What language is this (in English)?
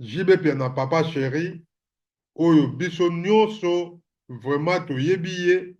Lingala